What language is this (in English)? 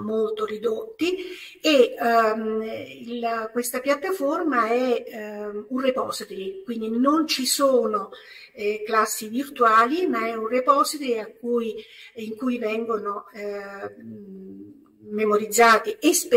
Italian